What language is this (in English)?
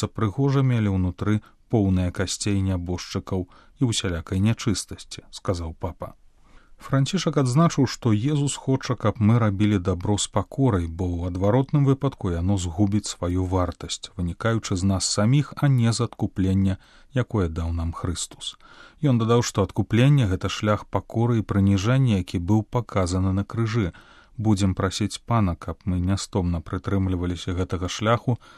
Belarusian